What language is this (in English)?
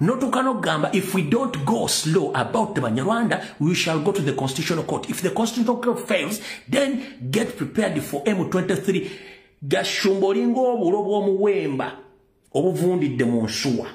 Ganda